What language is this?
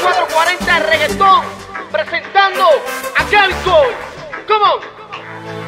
Spanish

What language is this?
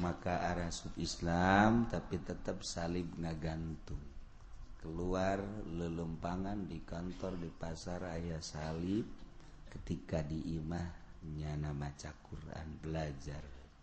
Sundanese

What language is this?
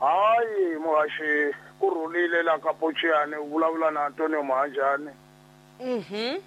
Tsonga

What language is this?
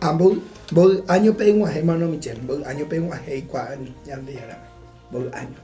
Guarani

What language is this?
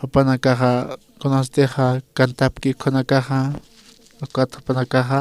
Aymara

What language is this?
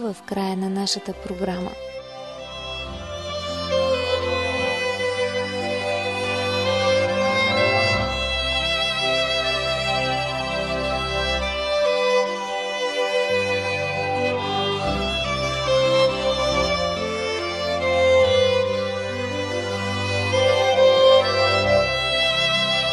Bulgarian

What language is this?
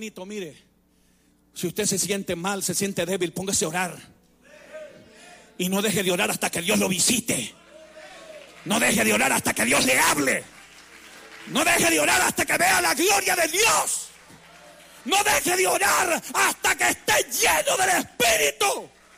Spanish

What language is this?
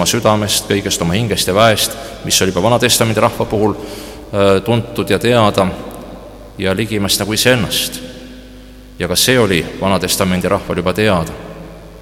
Estonian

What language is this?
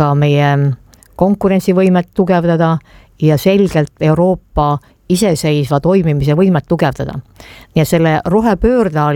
Estonian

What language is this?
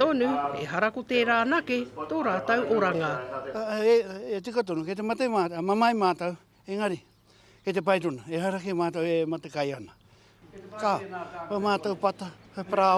Māori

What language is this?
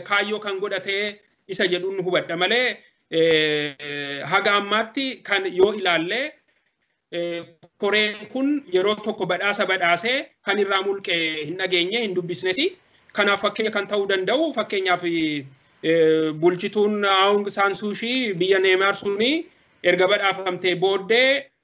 Oromo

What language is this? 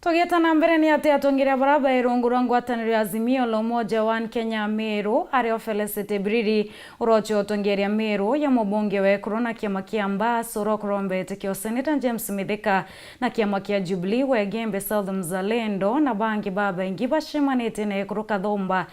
Meru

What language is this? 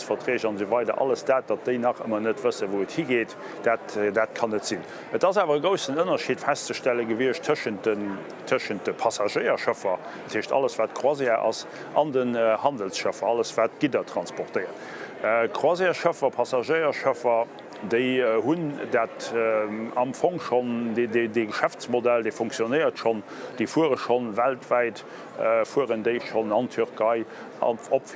Luxembourgish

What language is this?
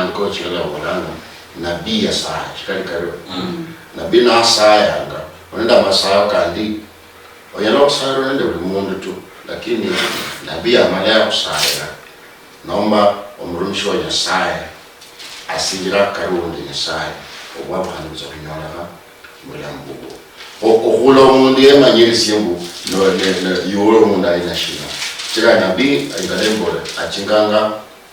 Luyia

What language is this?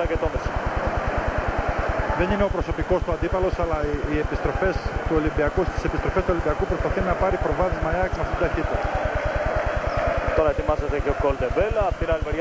Greek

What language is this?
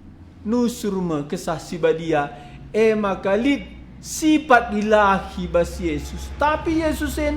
Batak Karo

